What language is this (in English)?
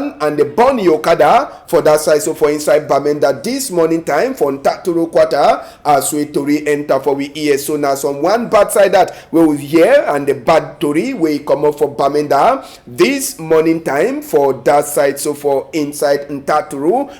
Cameroon Pidgin